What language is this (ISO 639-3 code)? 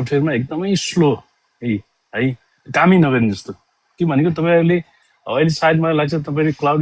nep